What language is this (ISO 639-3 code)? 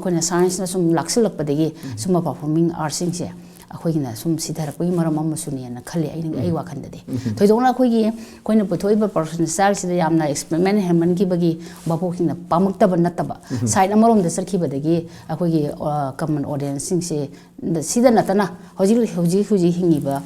mni